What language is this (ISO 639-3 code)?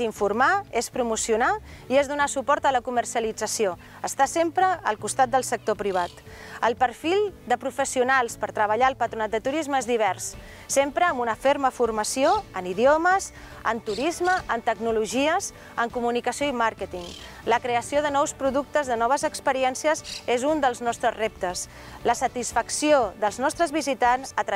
cat